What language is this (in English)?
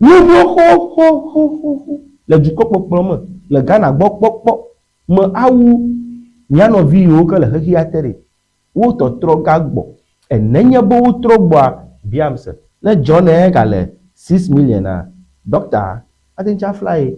Ewe